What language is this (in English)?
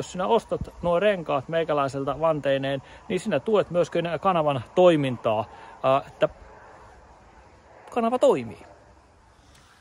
Finnish